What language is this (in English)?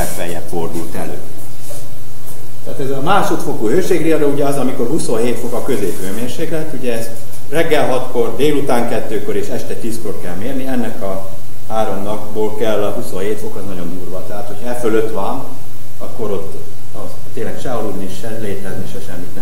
Hungarian